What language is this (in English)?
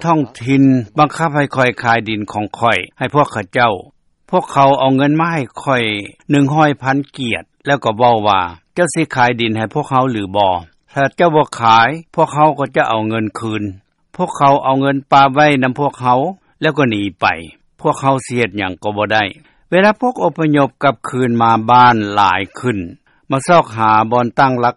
Lao